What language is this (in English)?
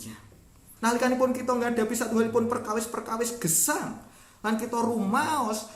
Javanese